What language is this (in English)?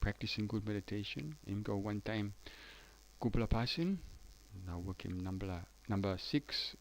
Tok Pisin